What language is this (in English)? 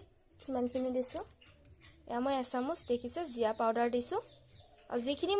Assamese